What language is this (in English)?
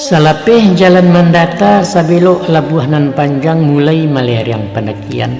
Minangkabau